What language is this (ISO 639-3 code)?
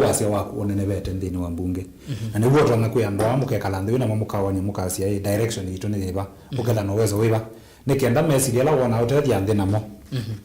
kam